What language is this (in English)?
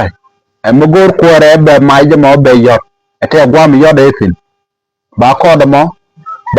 Nuer